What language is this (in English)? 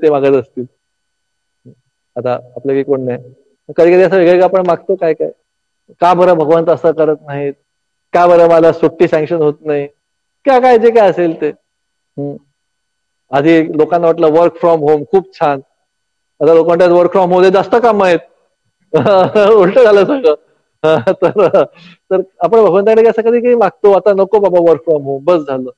Marathi